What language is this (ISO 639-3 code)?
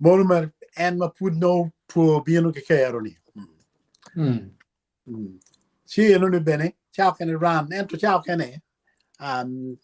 ach